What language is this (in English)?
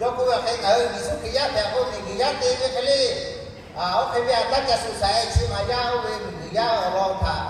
Lahu